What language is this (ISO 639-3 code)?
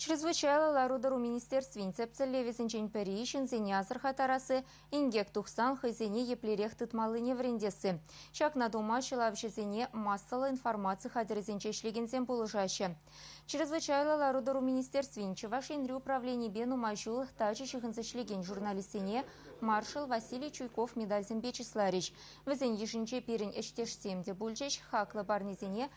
chv